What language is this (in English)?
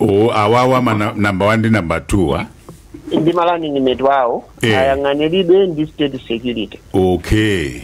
Nyanja